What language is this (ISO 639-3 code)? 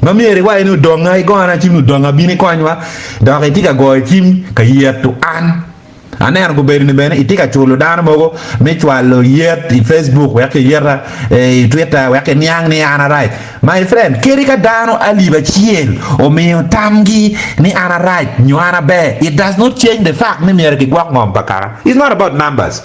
ach